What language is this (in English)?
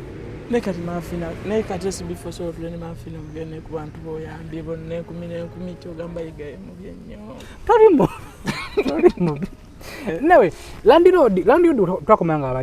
Ganda